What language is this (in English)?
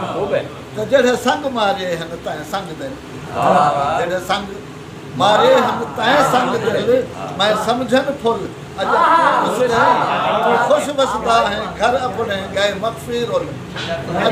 Saraiki